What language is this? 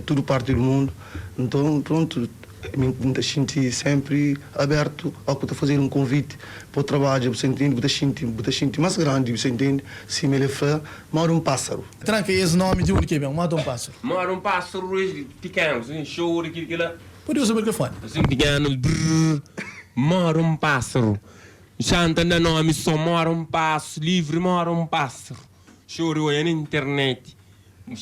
Kabuverdianu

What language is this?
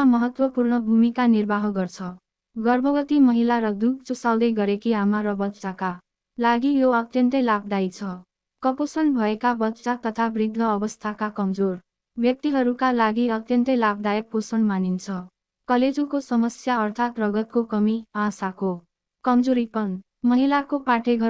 Nepali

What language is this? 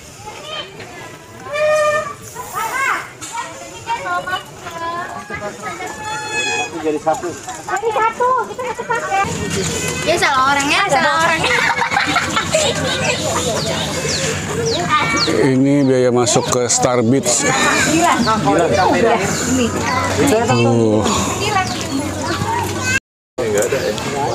Indonesian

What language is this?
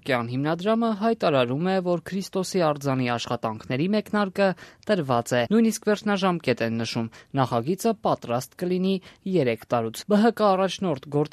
Armenian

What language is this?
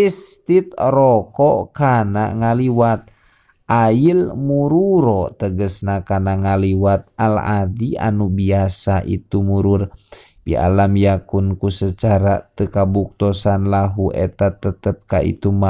Sundanese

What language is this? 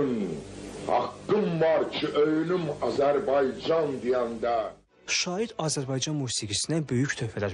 Azerbaijani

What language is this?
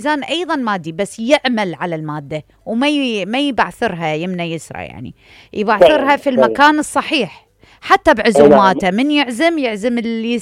Mesopotamian Arabic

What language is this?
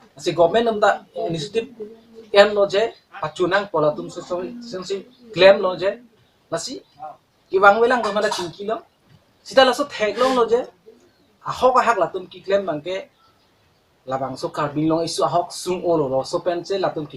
Karbi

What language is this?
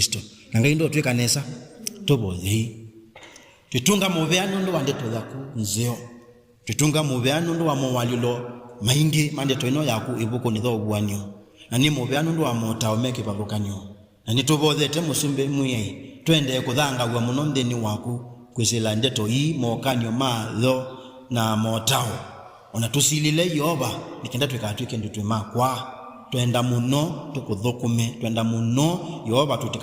Kamba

